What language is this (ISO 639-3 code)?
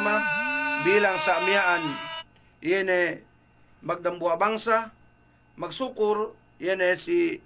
yka